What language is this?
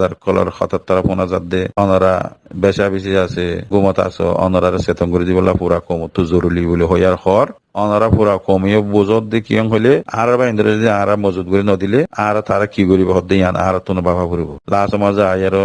Rohingya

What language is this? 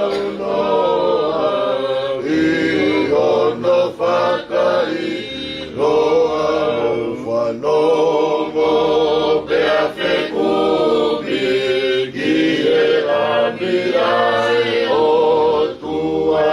Tongan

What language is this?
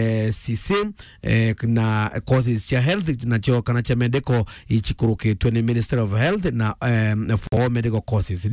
Meru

